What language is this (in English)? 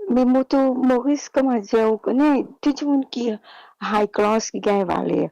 Morisyen